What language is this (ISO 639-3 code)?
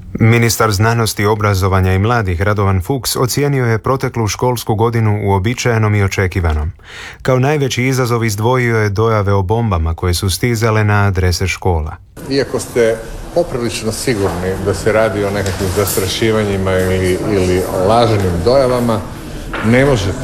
hrv